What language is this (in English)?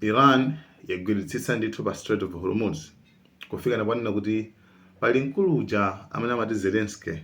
Nyanja